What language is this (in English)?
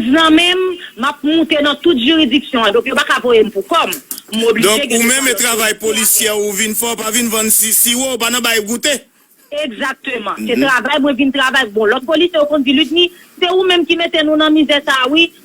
Haitian Creole